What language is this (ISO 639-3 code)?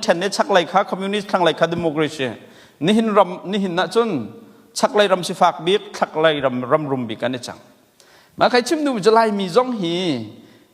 cnh